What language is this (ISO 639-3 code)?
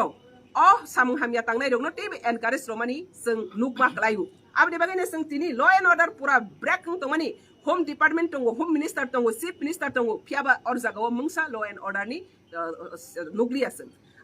ria